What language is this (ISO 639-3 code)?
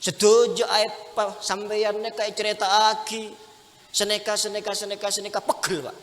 mad